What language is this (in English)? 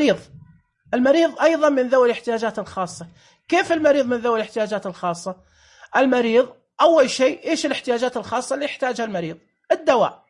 Najdi Arabic